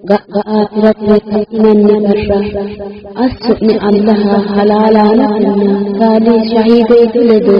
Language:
Sidamo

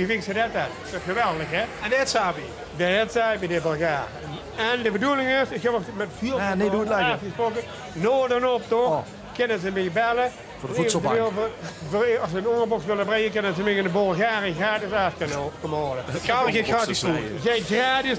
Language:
Limburgish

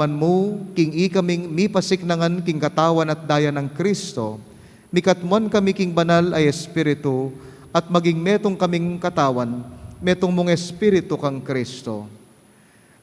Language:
Pampanga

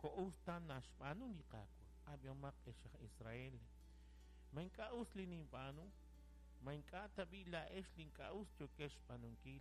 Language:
Kekchí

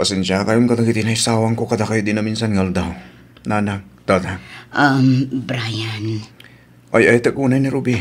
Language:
Iloko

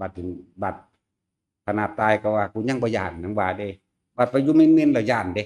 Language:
Northeastern Thai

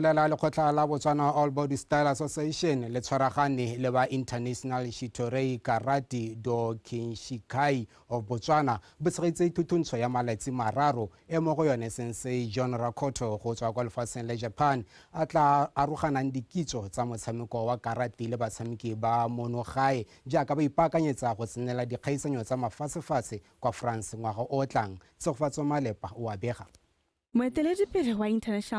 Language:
Tswana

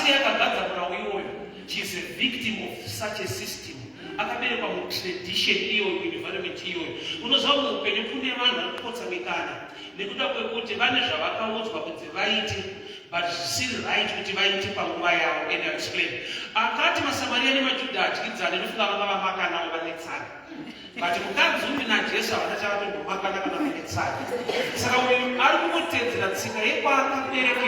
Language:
Shona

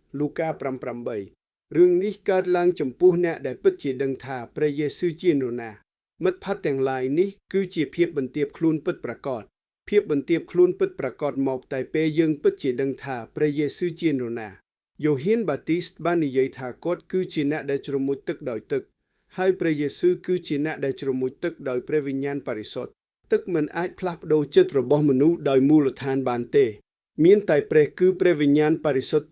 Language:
Khmer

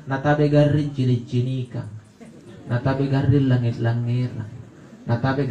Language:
Makasar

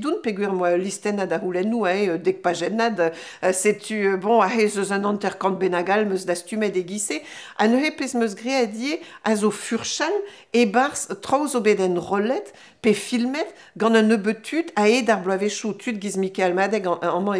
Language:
Breton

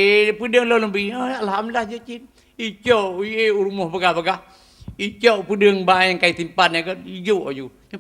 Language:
Achinese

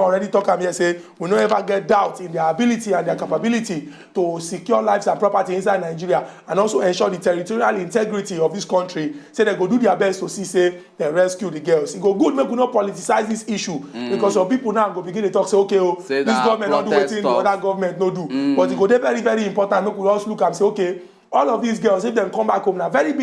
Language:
Nigerian Pidgin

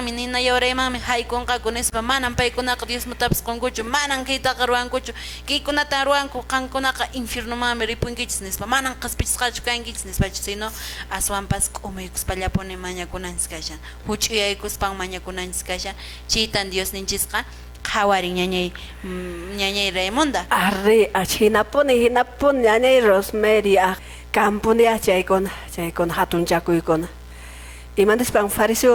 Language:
Quechua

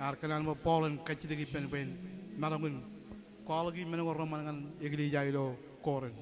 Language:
Marshallese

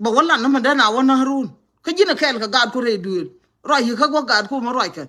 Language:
Nuer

